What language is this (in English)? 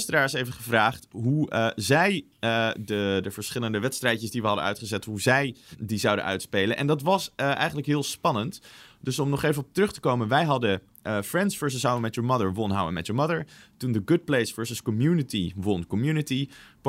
Dutch